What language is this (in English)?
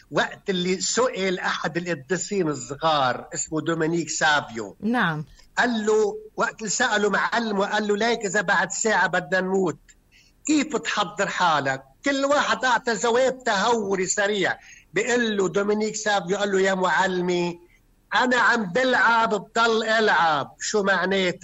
North Levantine Arabic